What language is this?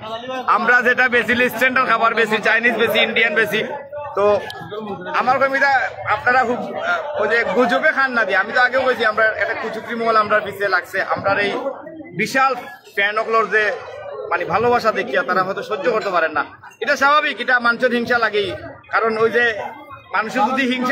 Sylheti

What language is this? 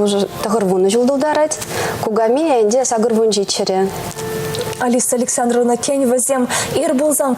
Chuvash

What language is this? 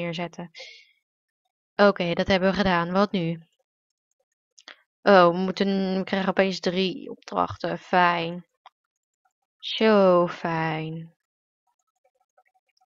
Dutch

